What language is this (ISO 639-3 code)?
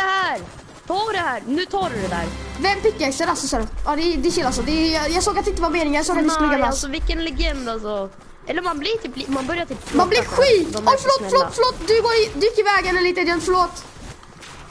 swe